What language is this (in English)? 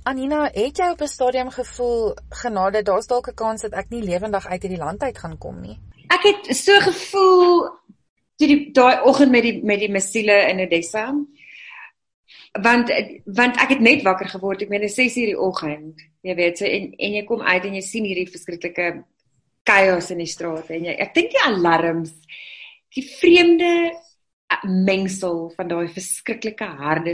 Afrikaans